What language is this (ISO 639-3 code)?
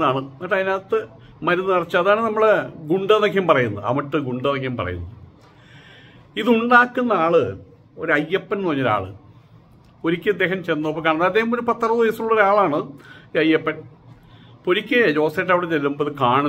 mal